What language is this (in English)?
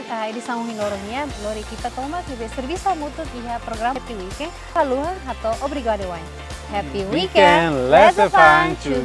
Tetum